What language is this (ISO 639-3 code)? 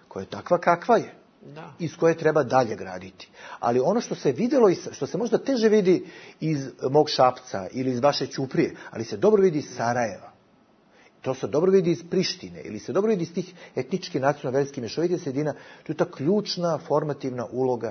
bos